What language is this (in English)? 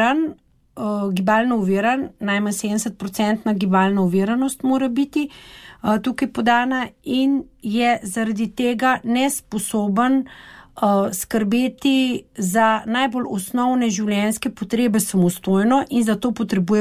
Slovenian